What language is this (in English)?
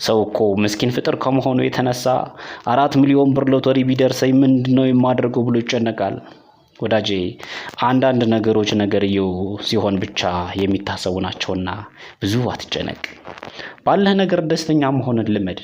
Amharic